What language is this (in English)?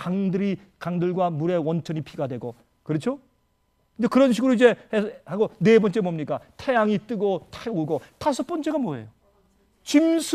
Korean